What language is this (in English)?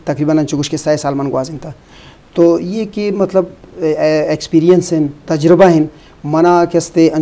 Eastern Balochi